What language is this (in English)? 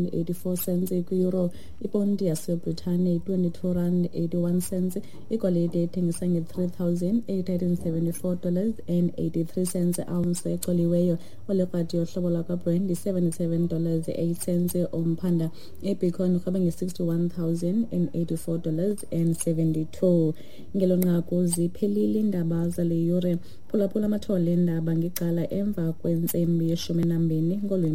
Xhosa